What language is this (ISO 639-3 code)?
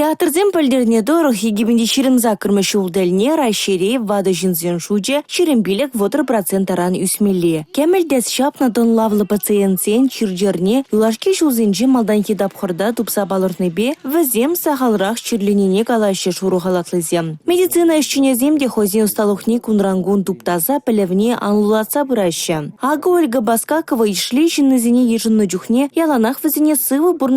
chv